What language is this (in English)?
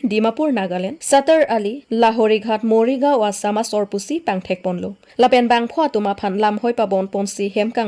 Karbi